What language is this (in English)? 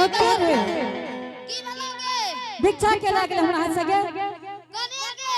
Angika